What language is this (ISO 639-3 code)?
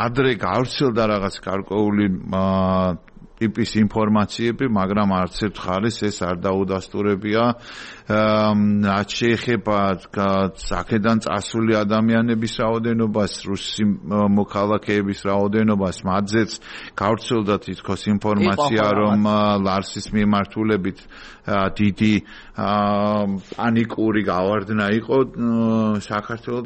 kat